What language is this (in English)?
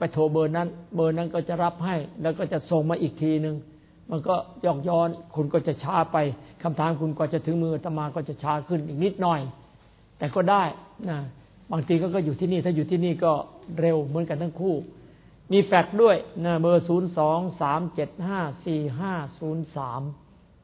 Thai